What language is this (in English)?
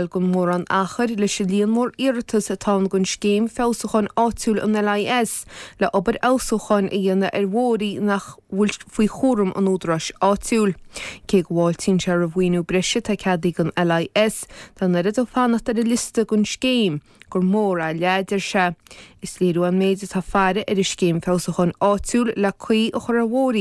Irish